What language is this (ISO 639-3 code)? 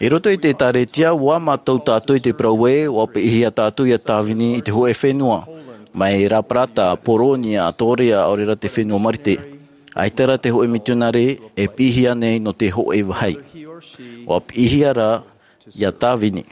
tah